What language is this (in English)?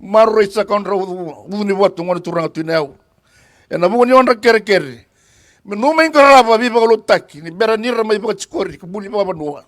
Fijian